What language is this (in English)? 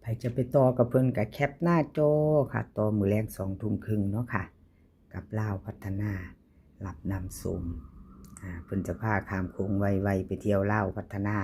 Lao